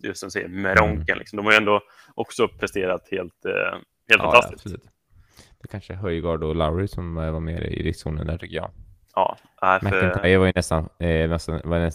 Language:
Swedish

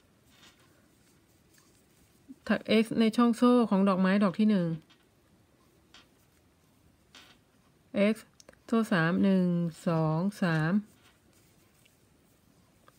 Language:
Thai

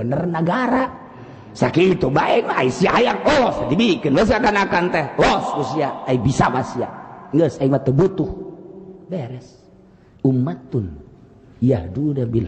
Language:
Sundanese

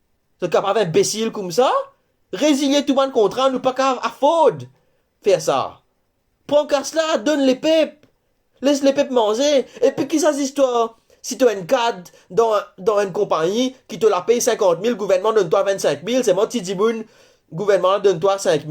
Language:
Morisyen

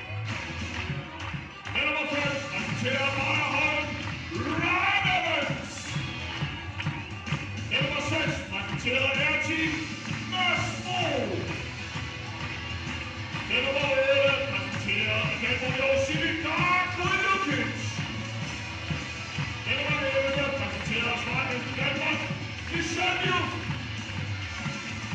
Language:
Danish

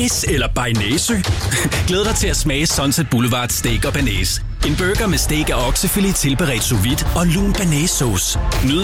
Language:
Danish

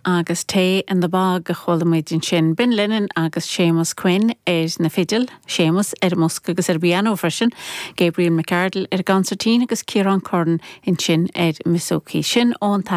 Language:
Irish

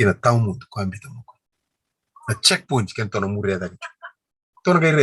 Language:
Fijian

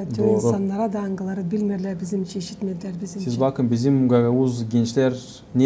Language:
Gagauz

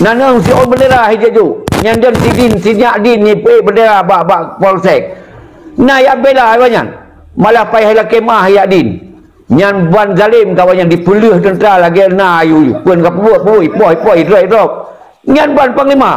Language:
Achinese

